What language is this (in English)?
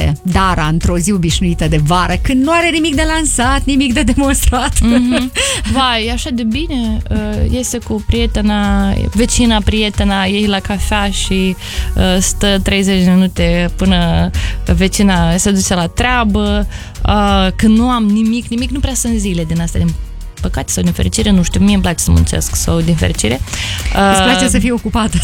Romanian